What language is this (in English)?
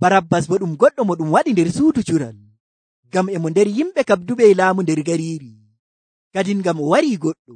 Nigerian Fulfulde